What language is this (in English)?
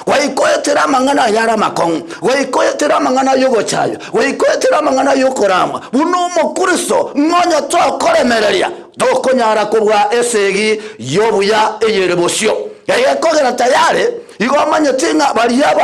Gusii